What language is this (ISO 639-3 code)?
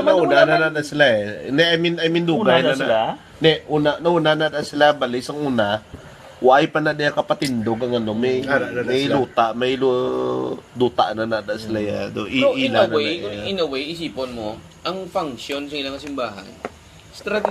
hil